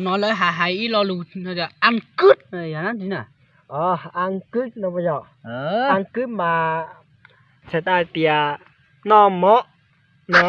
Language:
Hmong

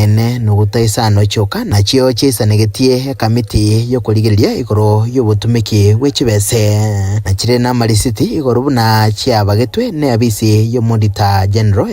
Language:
Gusii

